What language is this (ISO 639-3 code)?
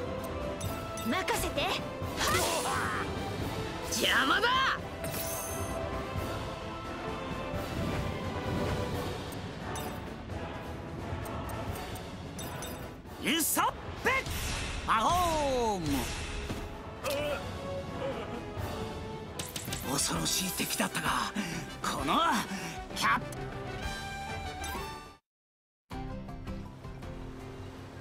jpn